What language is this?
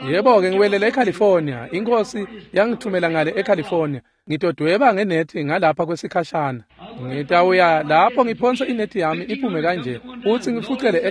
Swati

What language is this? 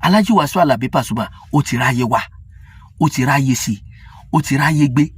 Yoruba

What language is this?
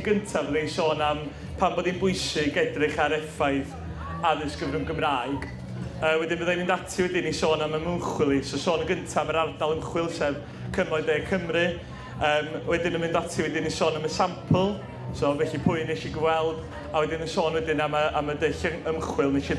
Welsh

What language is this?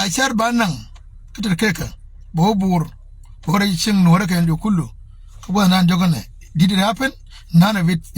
Nuer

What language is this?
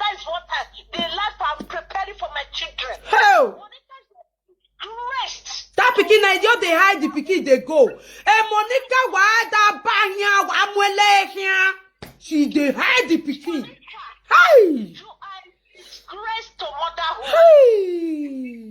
Nigerian Pidgin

